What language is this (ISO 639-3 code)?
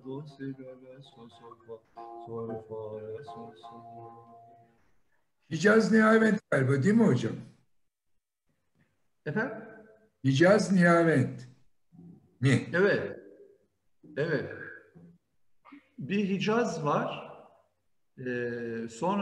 tur